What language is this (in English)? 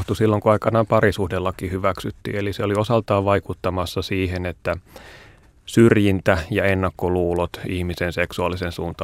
Finnish